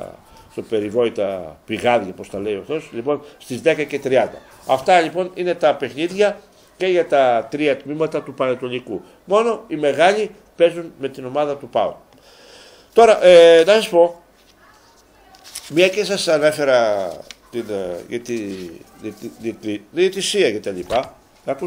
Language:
Greek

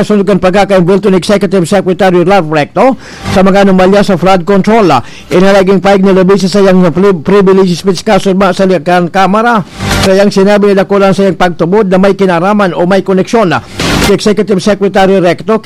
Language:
Bikol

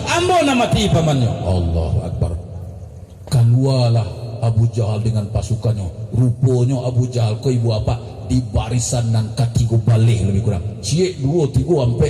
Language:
Minangkabau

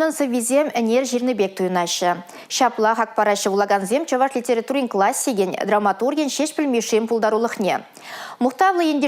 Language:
Chuvash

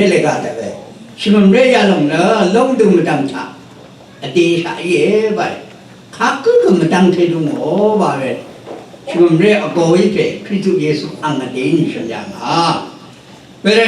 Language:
Rawang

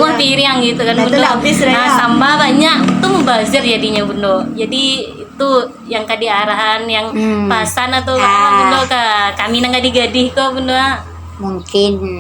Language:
Minangkabau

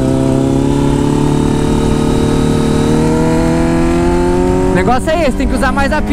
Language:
Portuguese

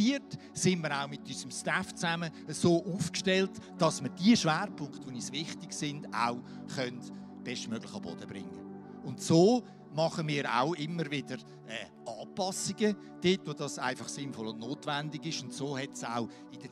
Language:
Swiss German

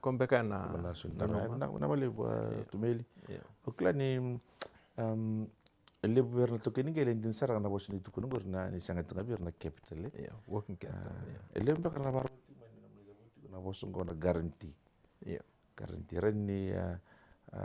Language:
Fijian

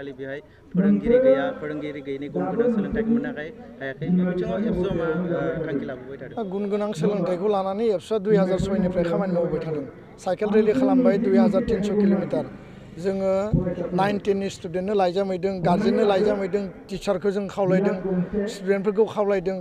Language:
Bodo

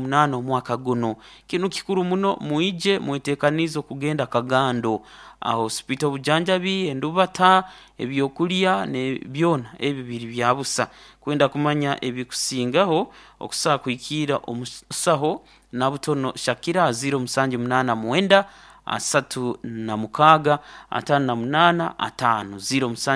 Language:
Nyoro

